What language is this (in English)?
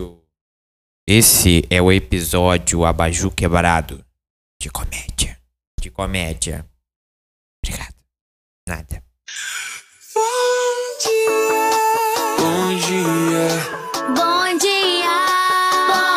Portuguese